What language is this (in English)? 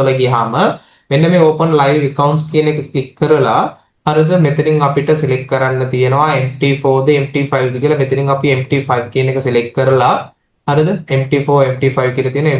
Sinhala